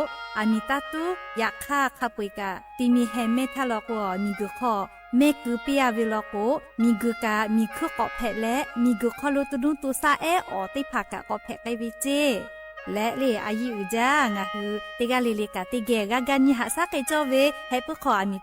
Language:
Lahu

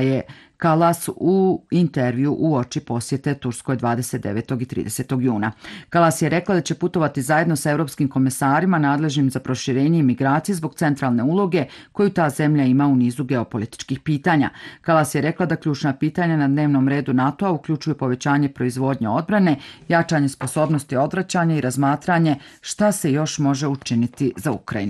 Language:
Bosnian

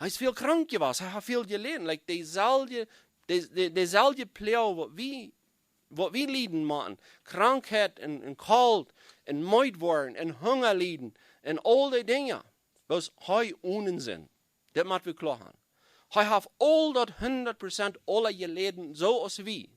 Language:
Plautdietsch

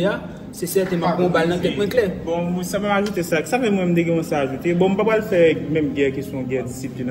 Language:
Haitian Creole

